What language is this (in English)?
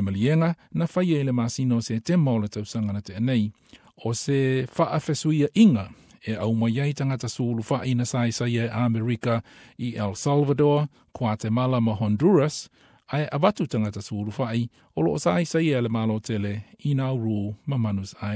Samoan